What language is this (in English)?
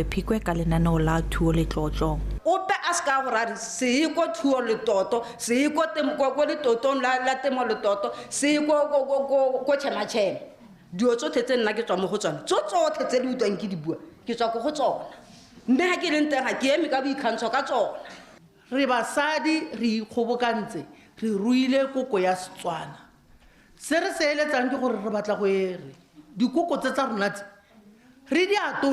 Tswana